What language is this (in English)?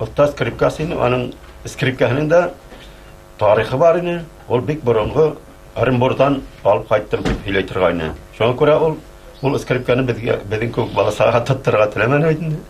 Bashkir